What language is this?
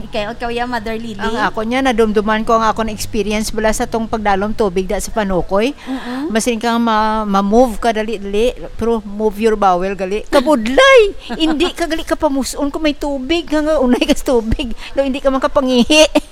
Hiligaynon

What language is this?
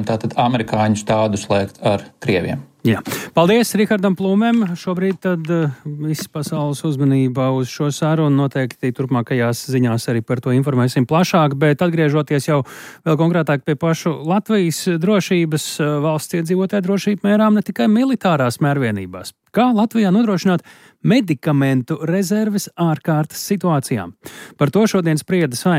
Latvian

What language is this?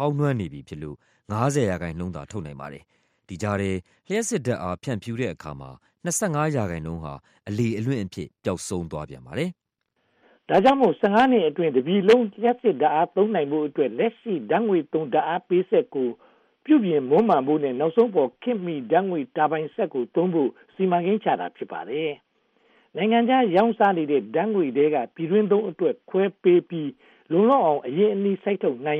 Burmese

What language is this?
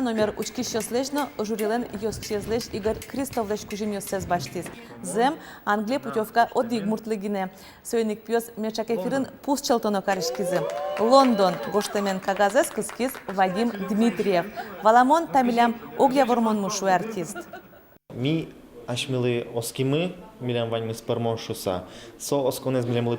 Udmurt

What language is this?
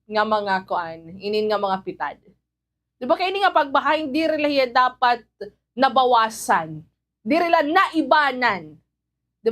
Waray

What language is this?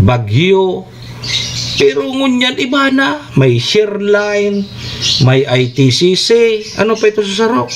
Bikol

